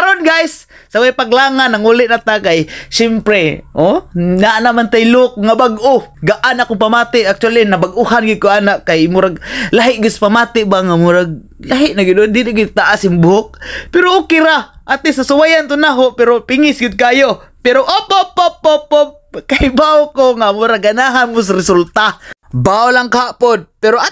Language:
Cebuano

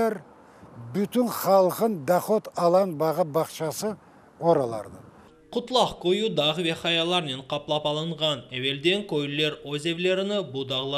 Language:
Crimean Tatar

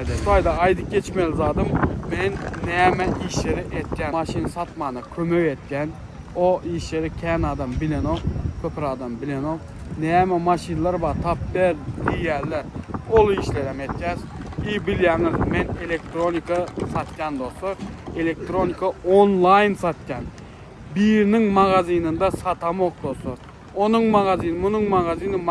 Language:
Turkmen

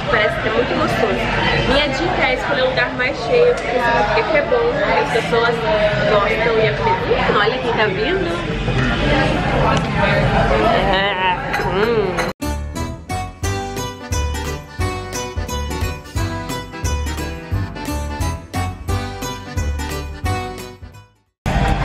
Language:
Portuguese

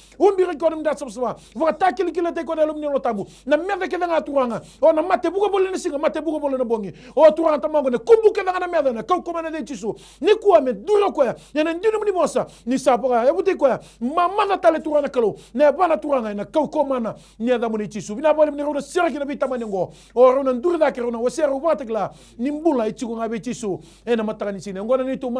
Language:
Fijian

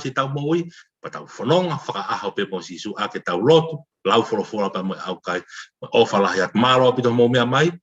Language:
Tongan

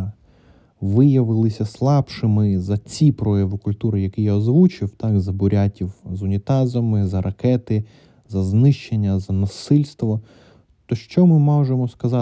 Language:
Ukrainian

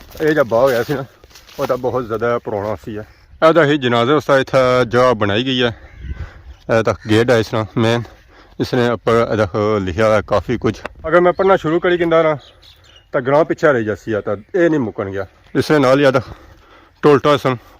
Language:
Pahari-Potwari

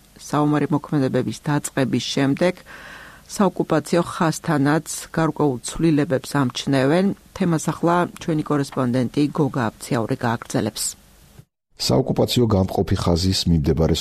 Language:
Georgian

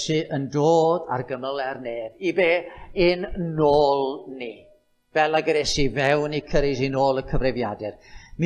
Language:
Welsh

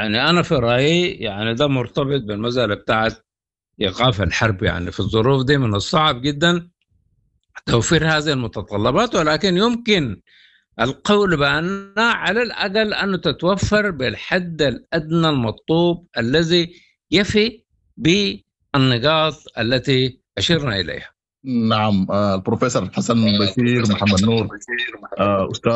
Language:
Sudanese Arabic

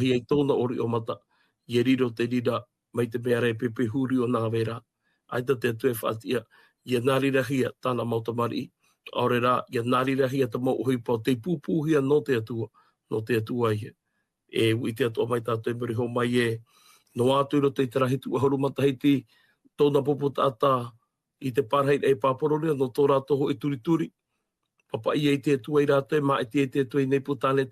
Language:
Tahitian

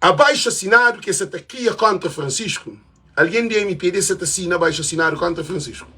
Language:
Kabuverdianu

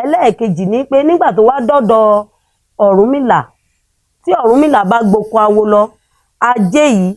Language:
Yoruba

